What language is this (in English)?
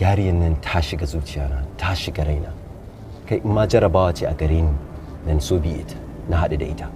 Hausa